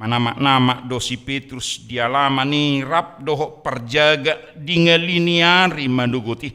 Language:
Batak Toba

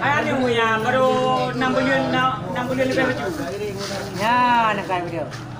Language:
Achinese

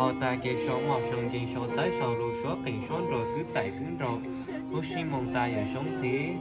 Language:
Hmong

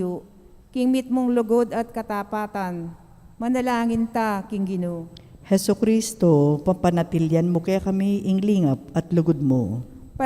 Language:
Pampanga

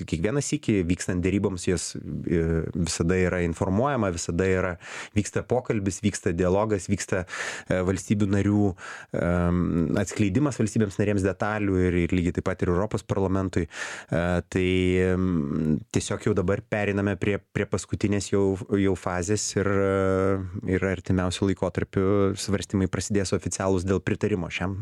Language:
Lithuanian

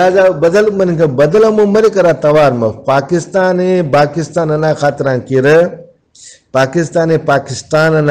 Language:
Brahui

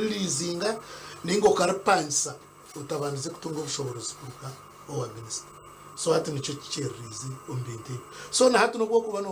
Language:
Nyankole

